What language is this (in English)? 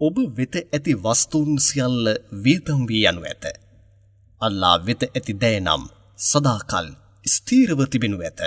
Sinhala